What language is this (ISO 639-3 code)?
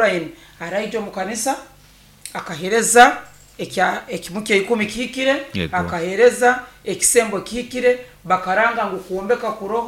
nyo